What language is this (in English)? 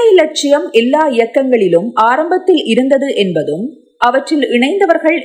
Tamil